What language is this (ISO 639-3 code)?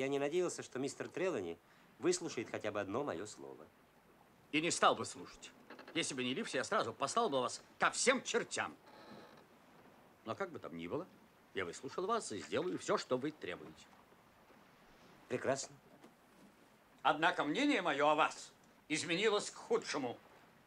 rus